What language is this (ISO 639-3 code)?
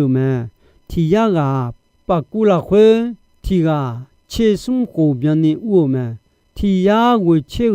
ahk